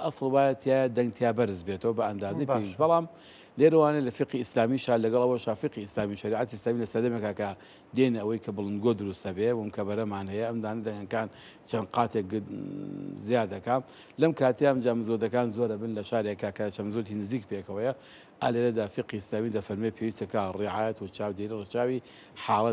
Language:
Central Kurdish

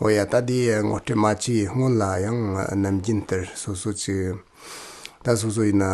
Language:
Tibetan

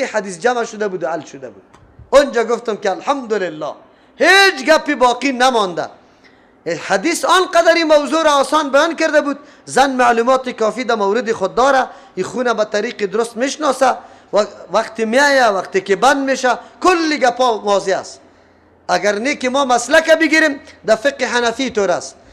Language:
Persian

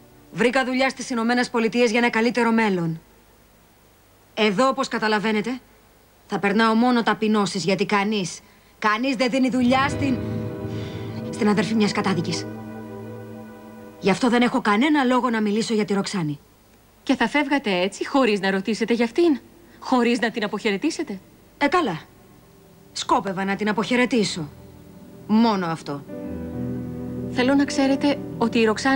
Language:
Greek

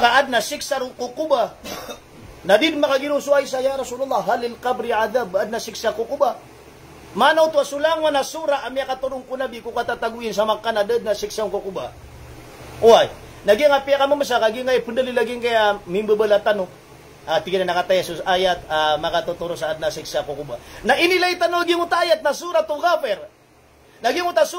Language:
Maranao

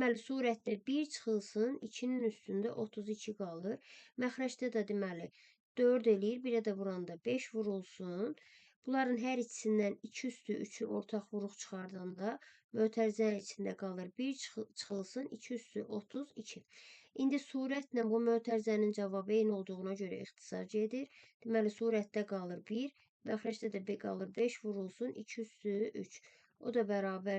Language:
Azerbaijani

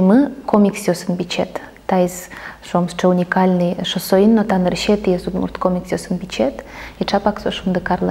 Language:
Udmurt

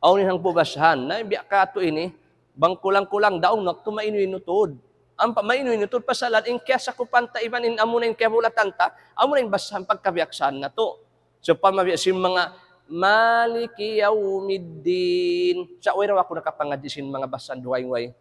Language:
Tausug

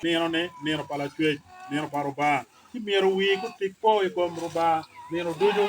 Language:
Acoli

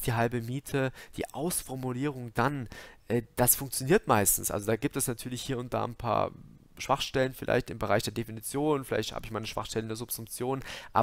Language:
German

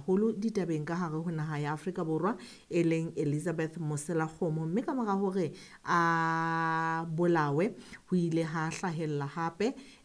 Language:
Southern Sotho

